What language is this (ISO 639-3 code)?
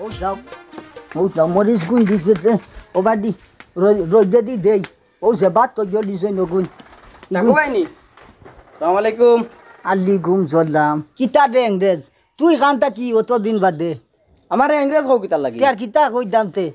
syl